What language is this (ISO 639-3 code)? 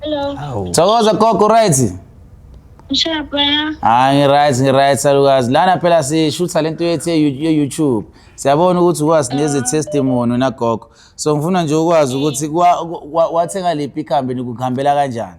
zul